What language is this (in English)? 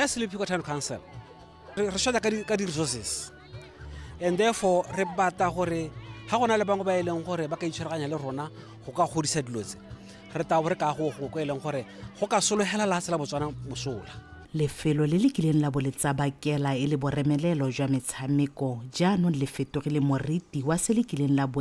Tswana